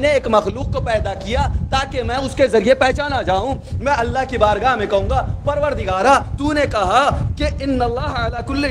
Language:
Urdu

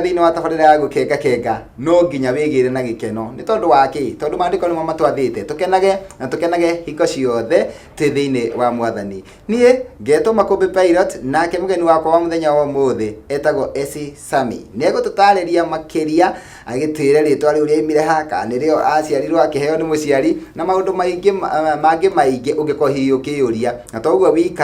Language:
Kikuyu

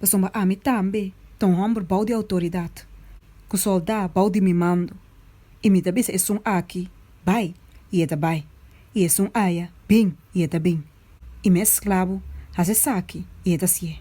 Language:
Papiamento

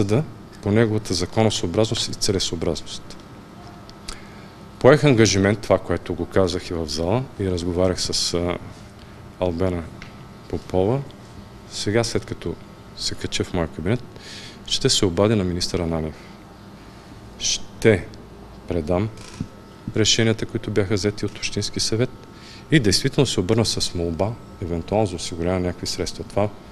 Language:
Bulgarian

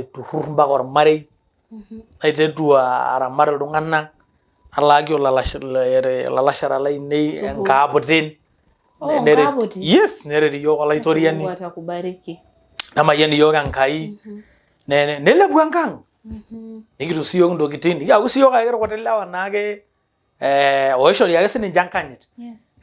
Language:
Masai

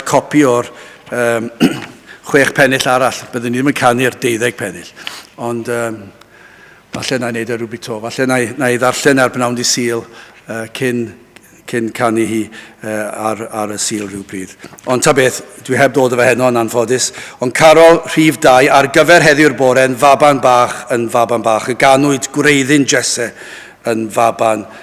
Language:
Welsh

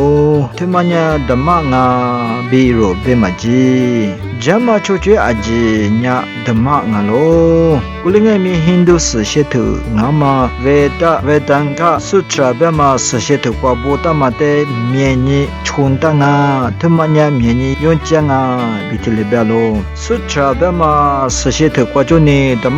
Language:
Lisu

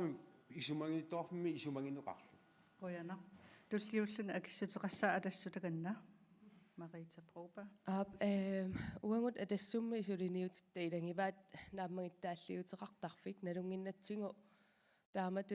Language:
Kalaallisut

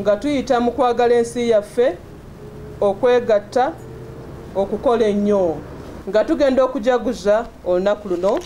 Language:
Ganda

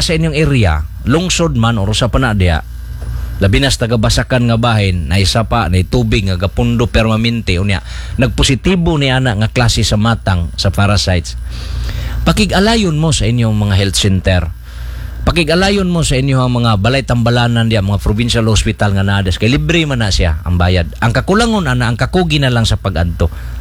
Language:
Cebuano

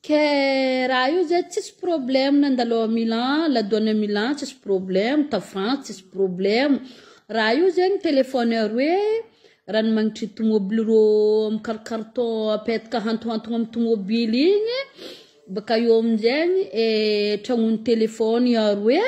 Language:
Malagasy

